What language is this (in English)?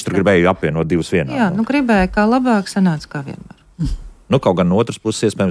Latvian